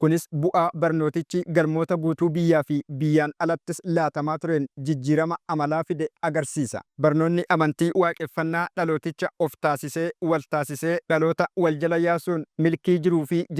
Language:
Oromo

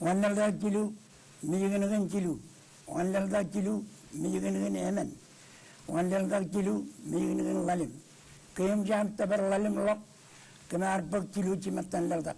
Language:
Marshallese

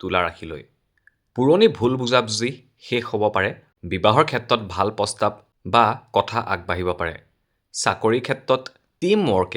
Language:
Assamese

